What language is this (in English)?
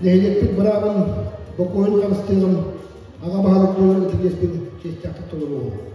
Yakut